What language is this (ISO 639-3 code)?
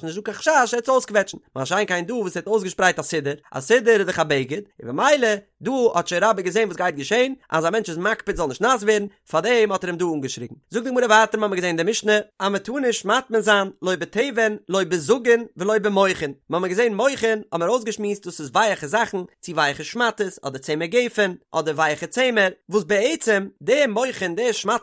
yid